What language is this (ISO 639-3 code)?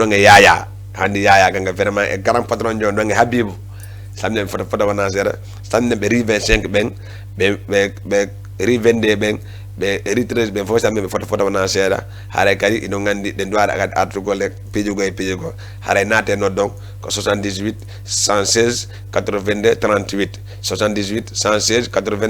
ful